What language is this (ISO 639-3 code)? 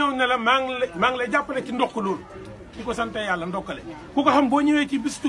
wol